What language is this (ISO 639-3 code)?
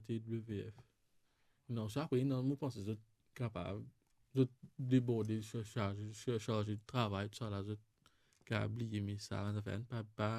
mfe